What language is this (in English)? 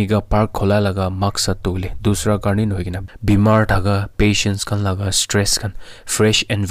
Naga Pidgin